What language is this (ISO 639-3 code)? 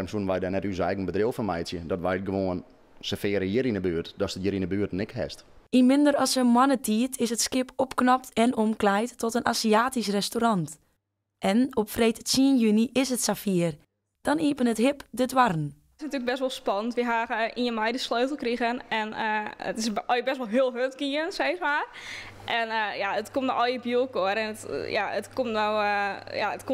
fry